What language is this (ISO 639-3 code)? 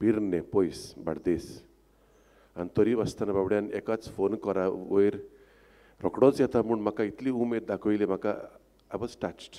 kok